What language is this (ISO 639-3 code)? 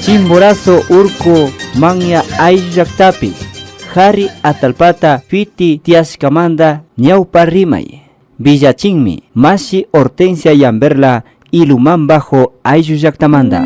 qvi